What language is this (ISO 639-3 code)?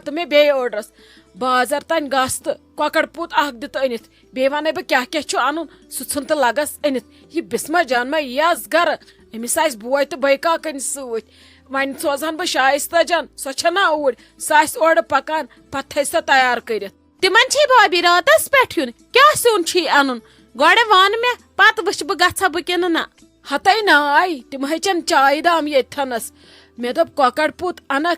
kas